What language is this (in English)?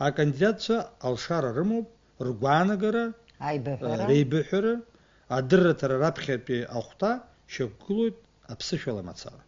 Abkhazian